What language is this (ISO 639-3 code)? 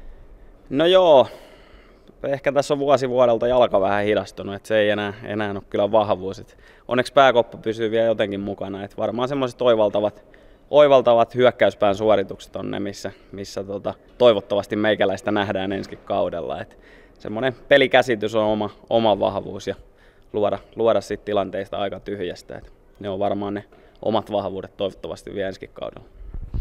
fin